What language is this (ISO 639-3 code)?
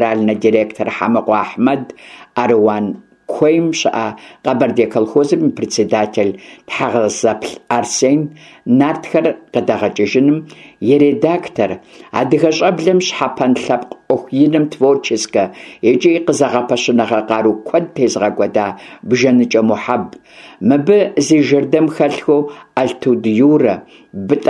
kbd